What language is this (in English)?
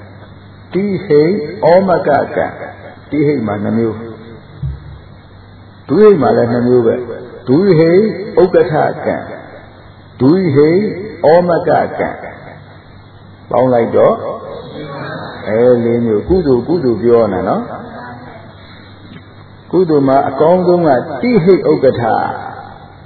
Burmese